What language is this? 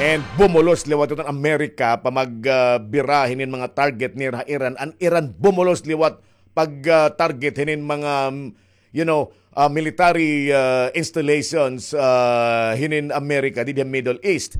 Waray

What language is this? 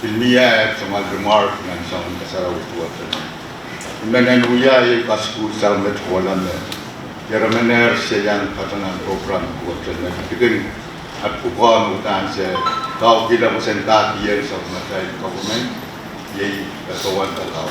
Pohnpeian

